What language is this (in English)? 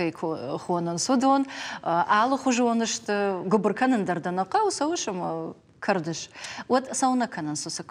Ossetic